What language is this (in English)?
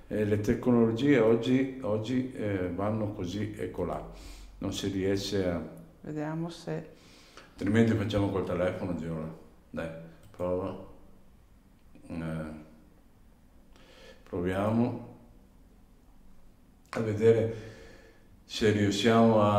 Italian